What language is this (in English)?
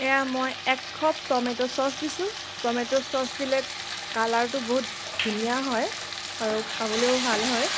Assamese